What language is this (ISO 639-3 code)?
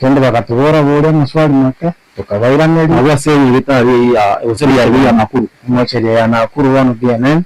guz